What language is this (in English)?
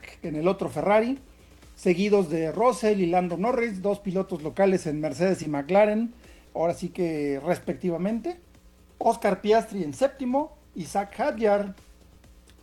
Spanish